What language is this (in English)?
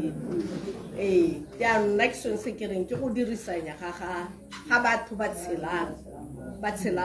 Tswana